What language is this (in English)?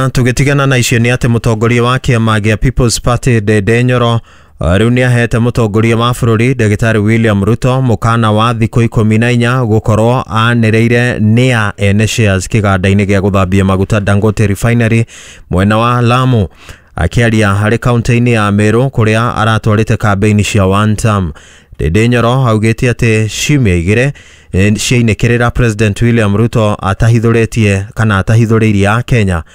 Kikuyu